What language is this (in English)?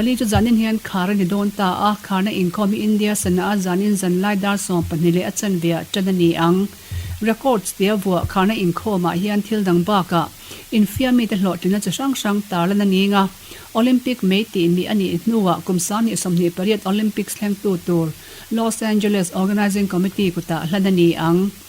Mizo